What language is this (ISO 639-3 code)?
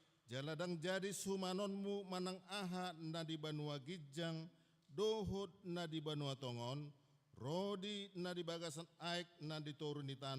bbc